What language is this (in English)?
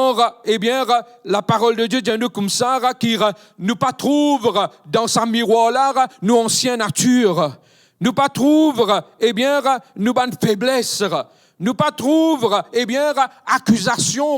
Morisyen